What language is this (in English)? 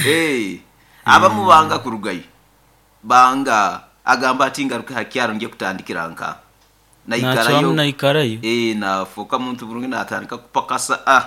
Nyoro